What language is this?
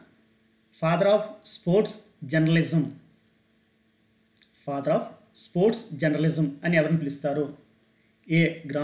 Telugu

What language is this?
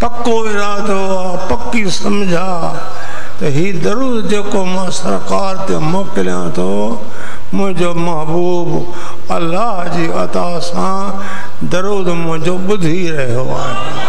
Sindhi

